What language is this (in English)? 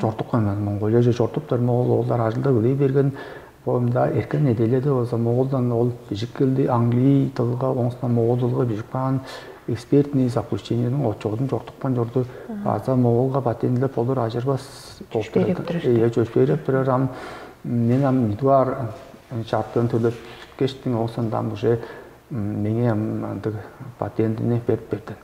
Tuvinian